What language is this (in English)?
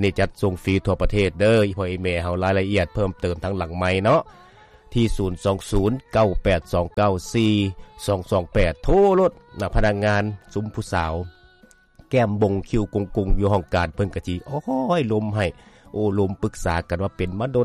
Lao